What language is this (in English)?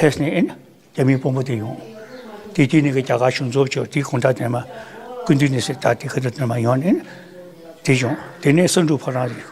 Tibetan